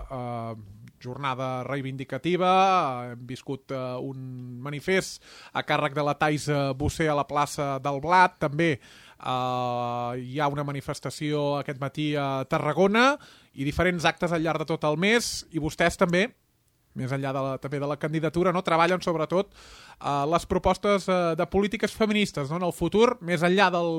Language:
Catalan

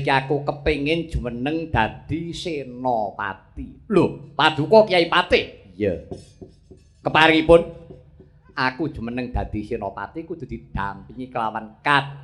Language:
Javanese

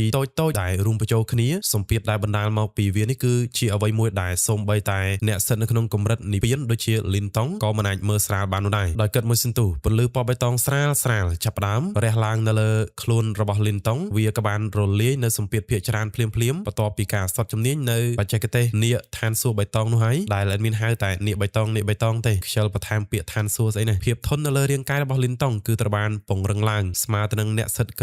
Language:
Khmer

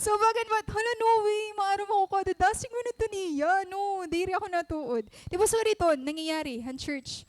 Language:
Waray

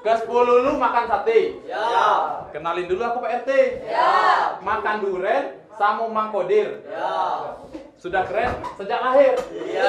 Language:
Musi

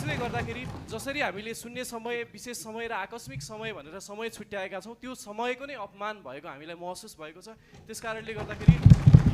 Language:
Nepali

